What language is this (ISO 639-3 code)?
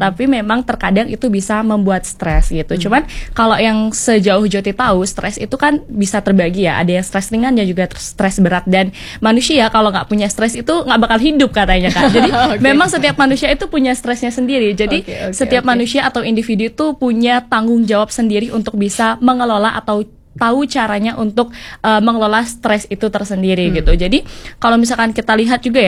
ind